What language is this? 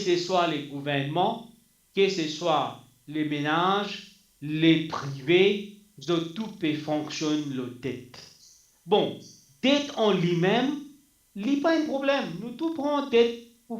Morisyen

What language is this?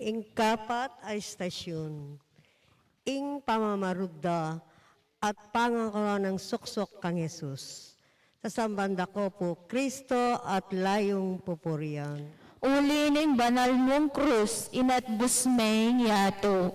Pampanga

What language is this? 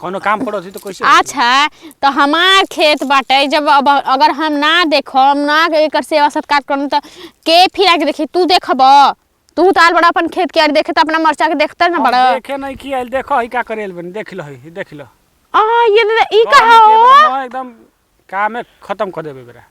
Bhojpuri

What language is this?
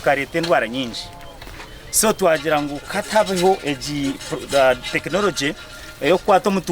Nyankole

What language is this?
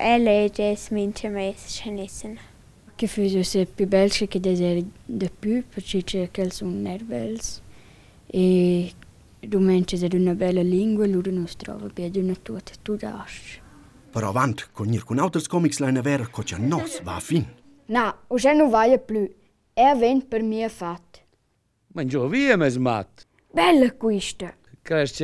Romansh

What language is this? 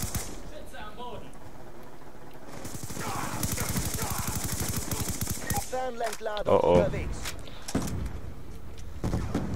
German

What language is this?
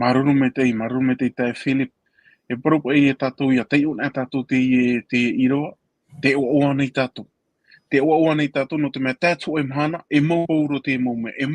Tahitian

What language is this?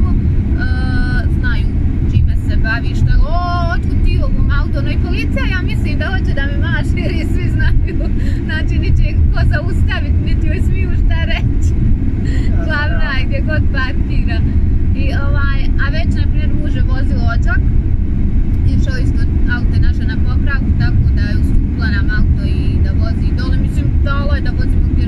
Bosnian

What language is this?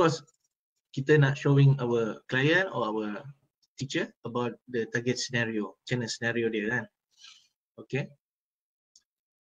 Malay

